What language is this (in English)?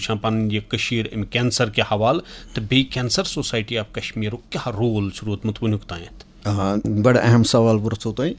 Kashmiri